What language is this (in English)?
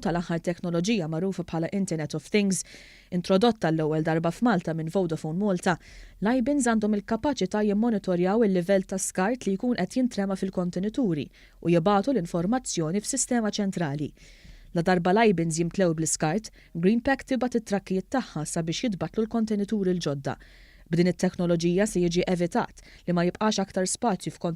Maltese